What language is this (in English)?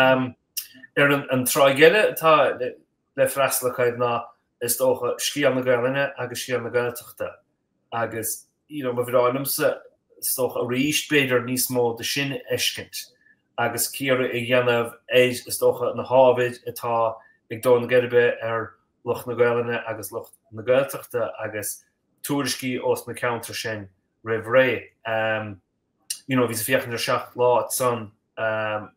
Irish